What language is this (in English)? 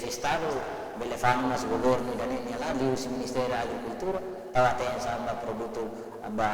Tetum